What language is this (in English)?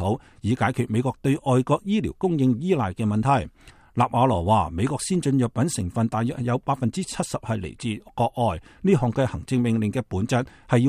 Cantonese